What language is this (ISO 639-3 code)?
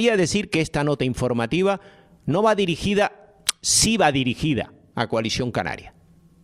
spa